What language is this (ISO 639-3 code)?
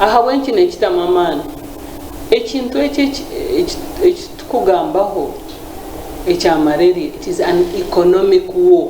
nyn